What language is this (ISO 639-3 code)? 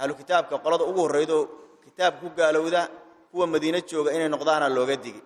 som